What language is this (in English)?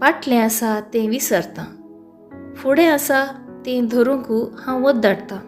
Konkani